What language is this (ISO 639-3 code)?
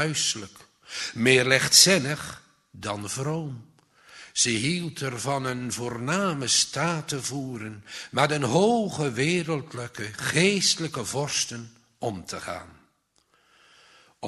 nld